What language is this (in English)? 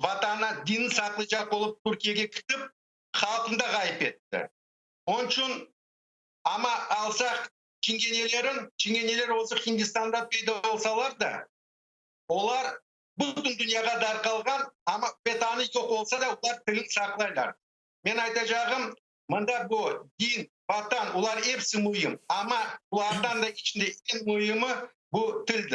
Crimean Tatar